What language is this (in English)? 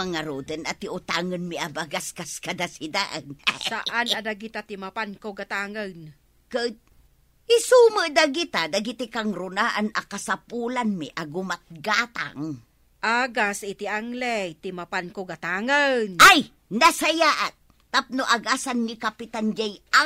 Iloko